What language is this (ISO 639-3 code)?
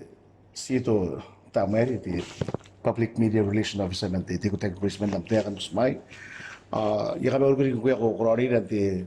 gil